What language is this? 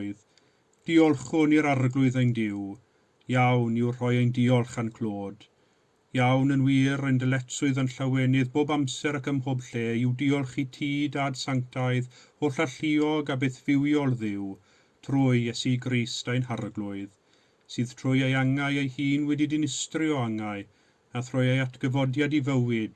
Welsh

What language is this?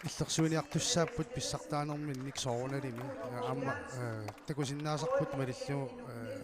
Kalaallisut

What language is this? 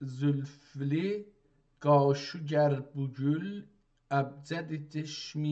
South Azerbaijani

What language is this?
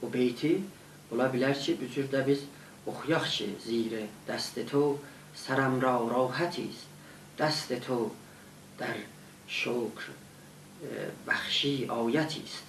South Azerbaijani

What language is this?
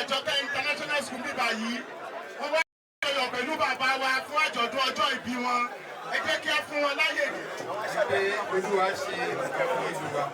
Yoruba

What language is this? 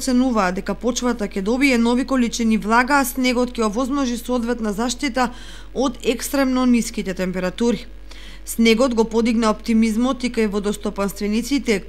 Macedonian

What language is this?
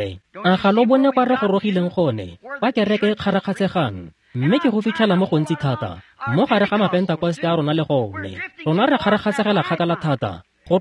Tswana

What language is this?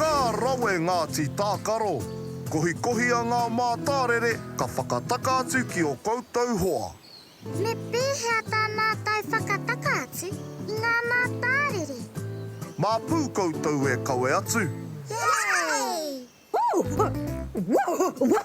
Māori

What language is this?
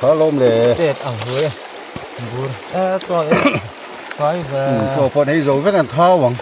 Mizo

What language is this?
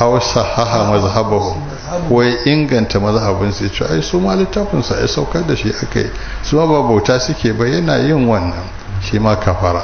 Hausa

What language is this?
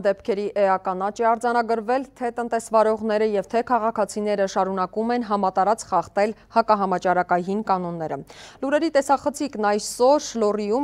Armenian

